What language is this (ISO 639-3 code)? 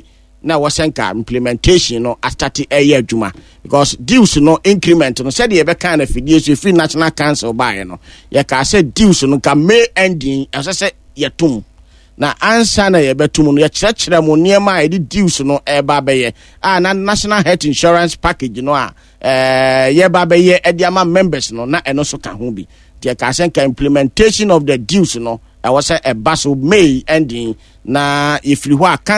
aka